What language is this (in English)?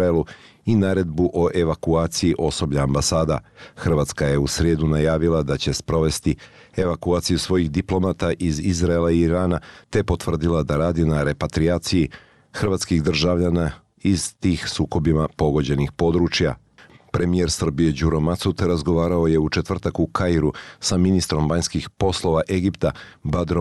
Bosnian